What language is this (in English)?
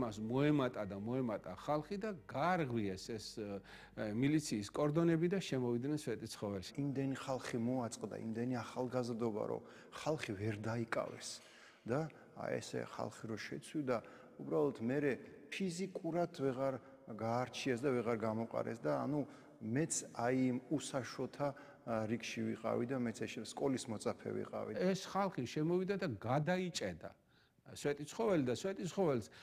Georgian